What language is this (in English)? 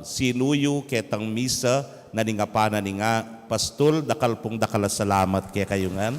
Pampanga